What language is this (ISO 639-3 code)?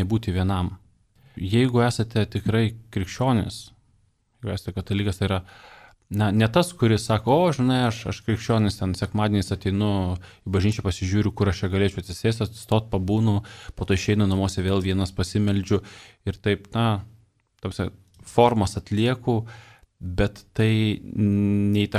lit